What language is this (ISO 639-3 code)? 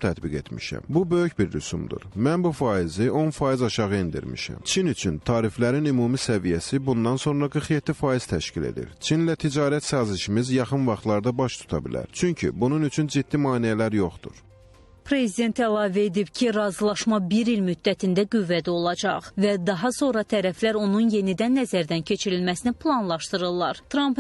aze